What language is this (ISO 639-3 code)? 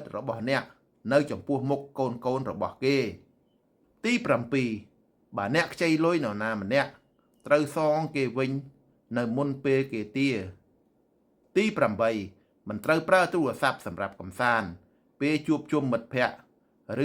khm